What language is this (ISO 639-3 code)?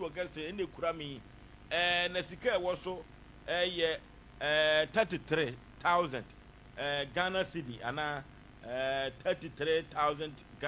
aka